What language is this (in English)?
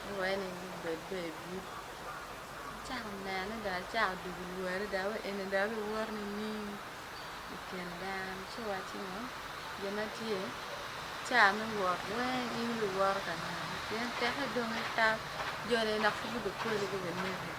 Acoli